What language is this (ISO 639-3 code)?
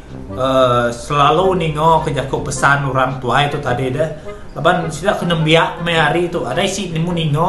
iba